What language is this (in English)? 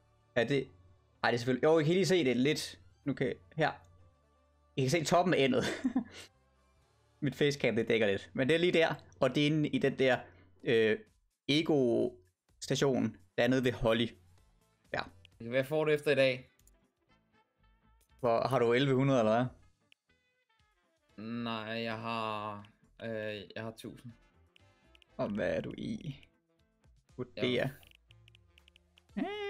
Danish